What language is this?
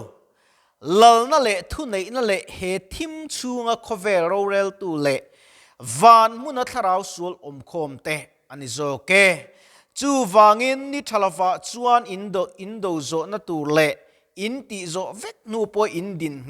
Mizo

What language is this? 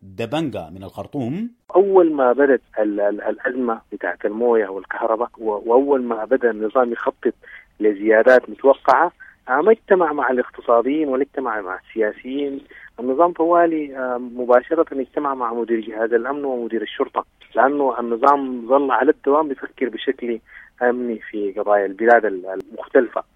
Sudanese Arabic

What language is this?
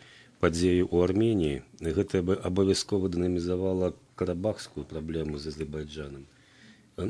Belarusian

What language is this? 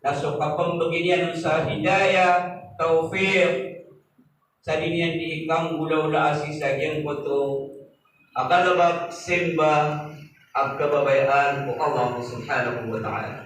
Maranao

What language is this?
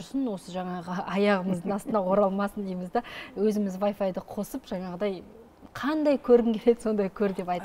Kazakh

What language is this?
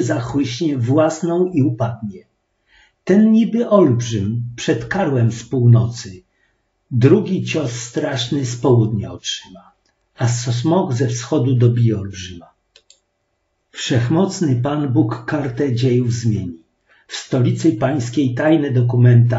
Polish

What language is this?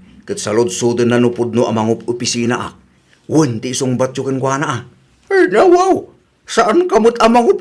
Iloko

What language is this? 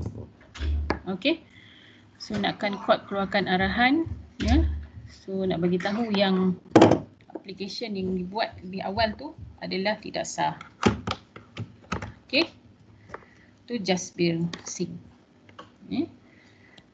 Malay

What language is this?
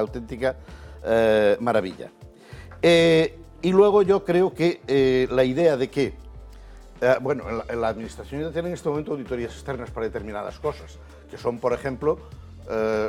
Spanish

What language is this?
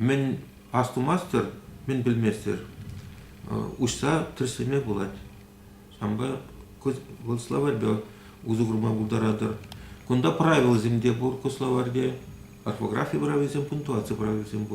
Chuvash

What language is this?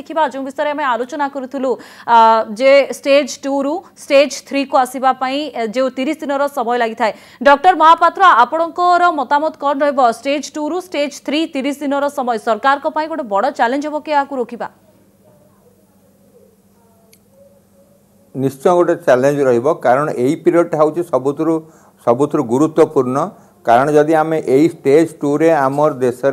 Odia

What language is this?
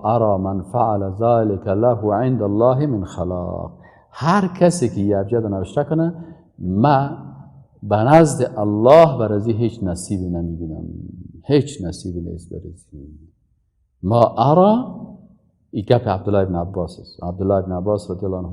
Persian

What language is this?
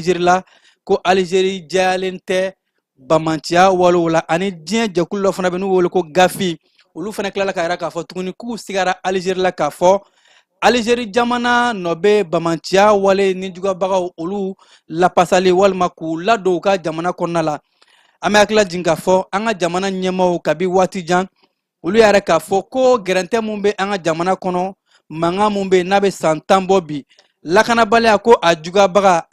Bambara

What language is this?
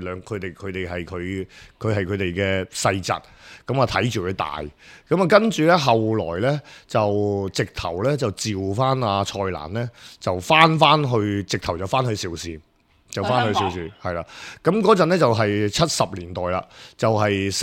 Cantonese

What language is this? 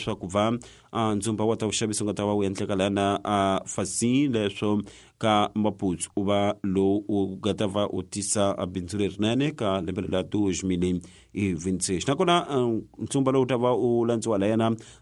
Tsonga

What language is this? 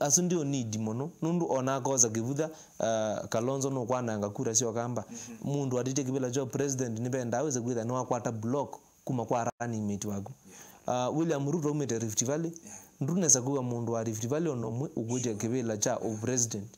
Kamba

